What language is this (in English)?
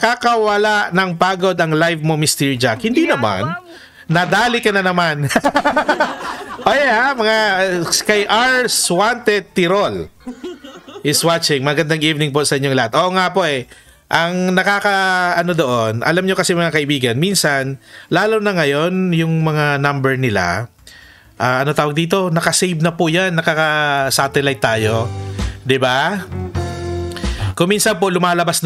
Filipino